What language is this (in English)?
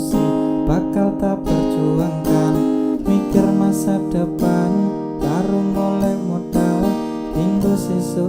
Javanese